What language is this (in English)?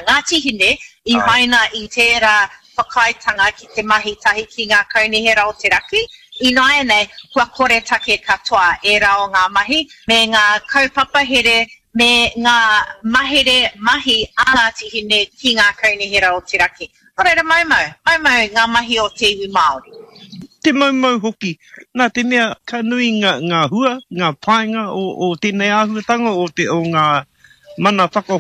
Māori